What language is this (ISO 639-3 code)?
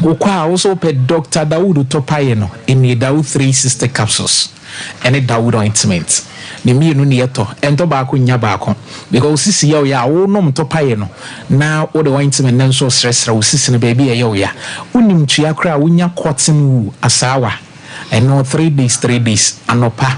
aka